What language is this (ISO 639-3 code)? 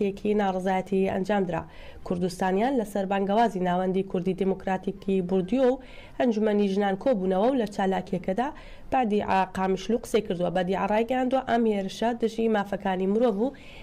ckb